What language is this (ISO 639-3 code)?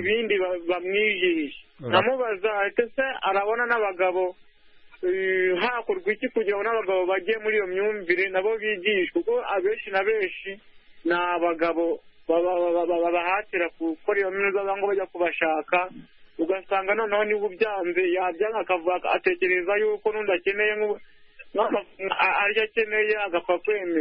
kin